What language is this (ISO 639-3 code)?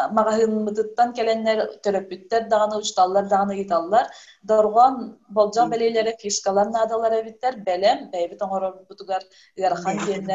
sah